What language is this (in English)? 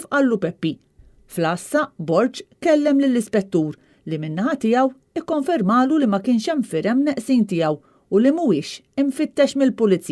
Maltese